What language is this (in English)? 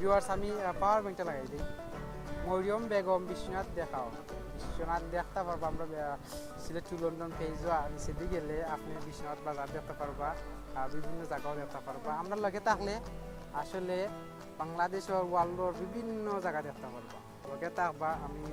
Sylheti